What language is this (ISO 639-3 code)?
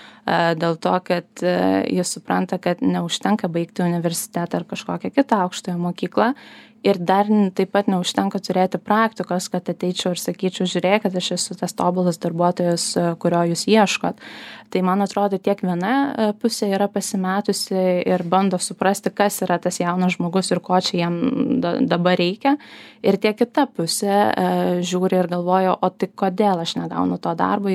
lit